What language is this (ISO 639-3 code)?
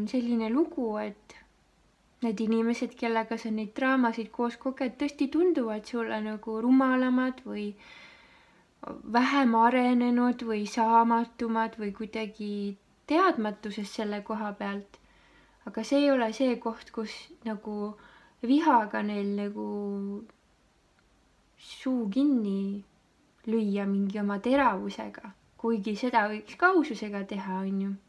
est